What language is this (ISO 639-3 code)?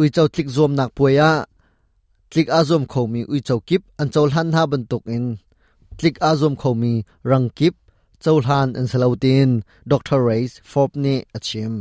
cnh